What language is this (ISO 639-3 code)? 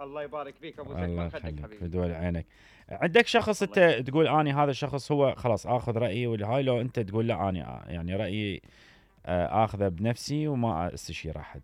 acm